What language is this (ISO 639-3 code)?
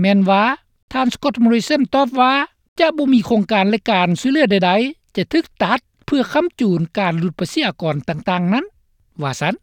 lao